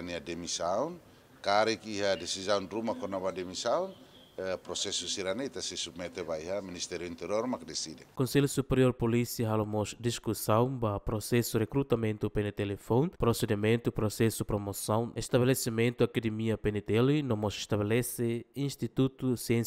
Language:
Tetum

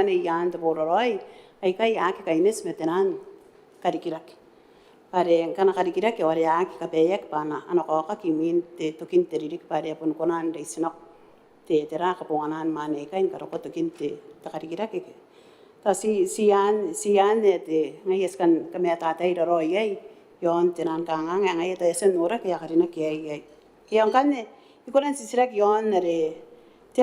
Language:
Gilbertese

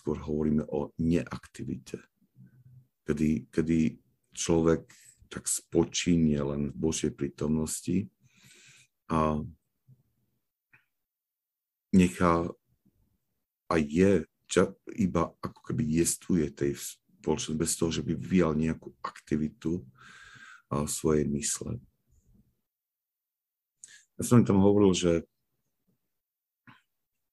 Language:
Slovak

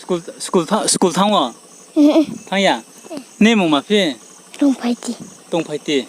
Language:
Riang (India)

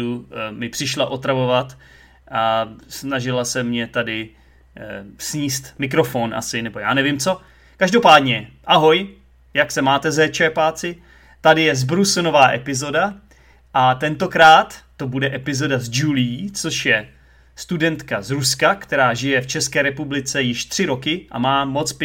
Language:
Czech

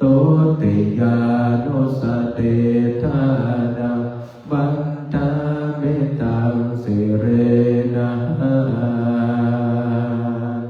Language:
Pali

